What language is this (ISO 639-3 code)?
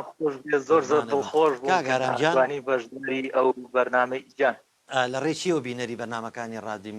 ckb